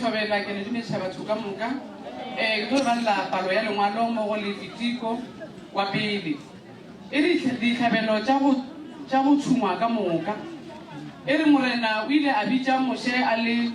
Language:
Northern Sotho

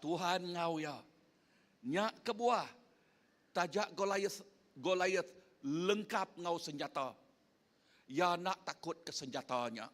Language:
Iban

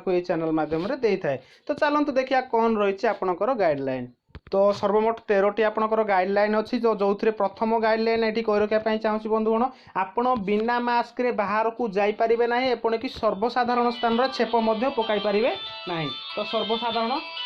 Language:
Odia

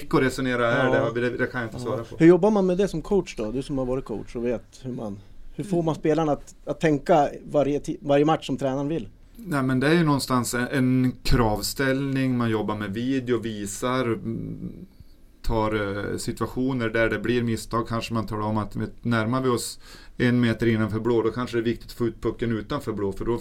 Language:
Swedish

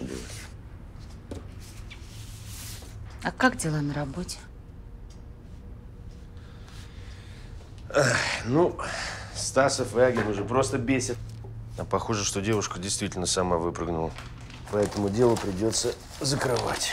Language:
Russian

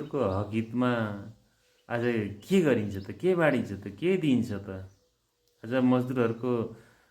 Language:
Nepali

